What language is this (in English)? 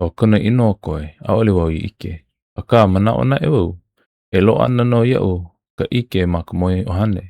Hawaiian